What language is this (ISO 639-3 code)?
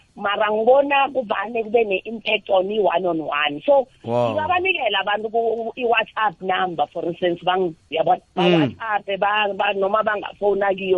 nbl